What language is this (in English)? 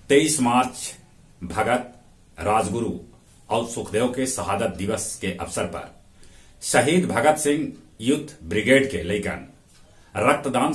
Magahi